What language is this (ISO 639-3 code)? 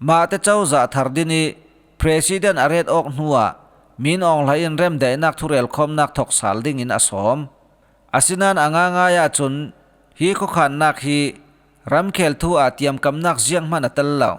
cfm